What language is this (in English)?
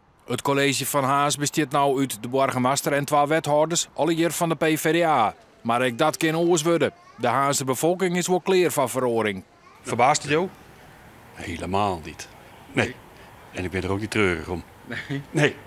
Western Frisian